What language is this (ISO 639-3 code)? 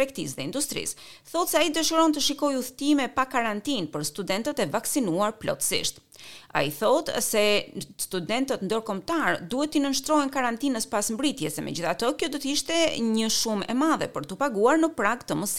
sqi